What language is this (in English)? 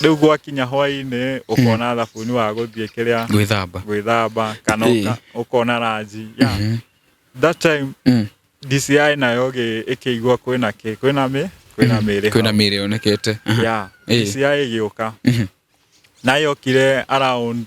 Kikuyu